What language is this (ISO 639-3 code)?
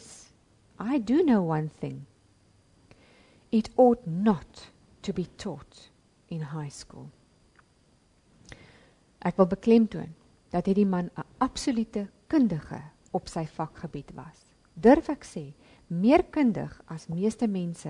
afr